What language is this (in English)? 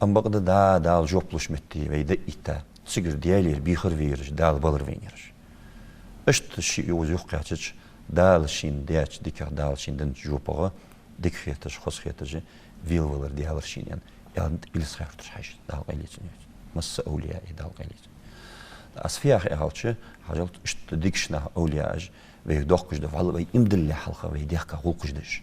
Ingush